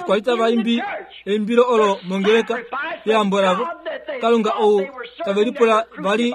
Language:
Kuanyama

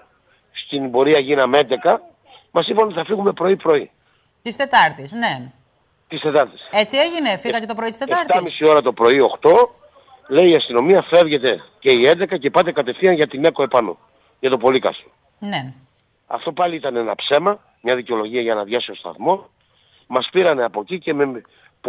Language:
Greek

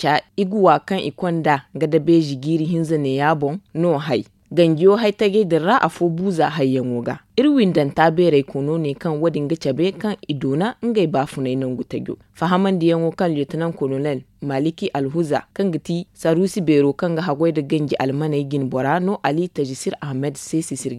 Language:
Zarma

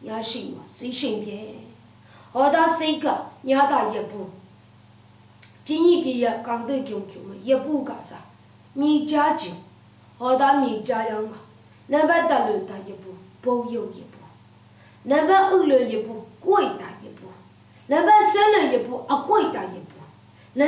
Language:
Lashi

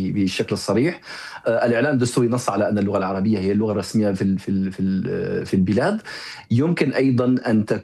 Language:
Arabic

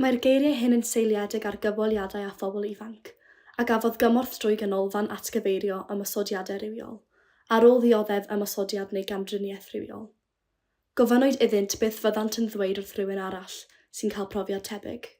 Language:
Welsh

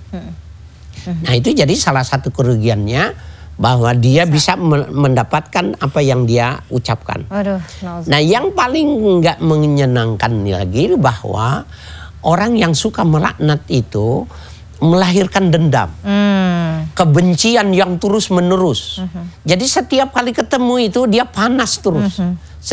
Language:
Indonesian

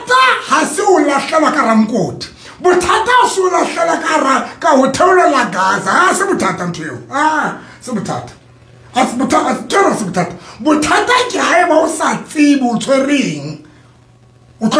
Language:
Southern Sotho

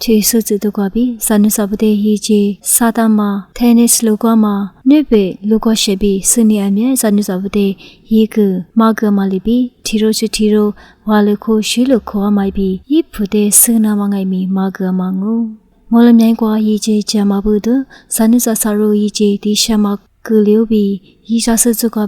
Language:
Lisu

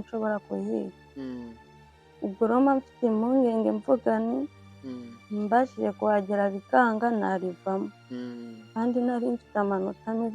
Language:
Kinyarwanda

